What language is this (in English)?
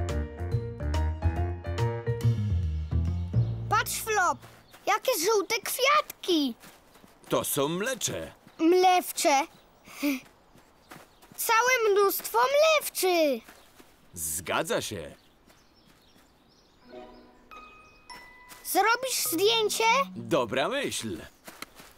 Polish